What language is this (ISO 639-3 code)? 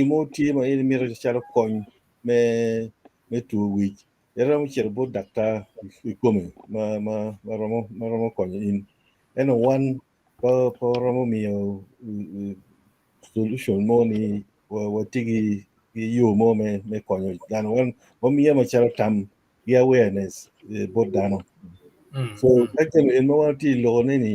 ach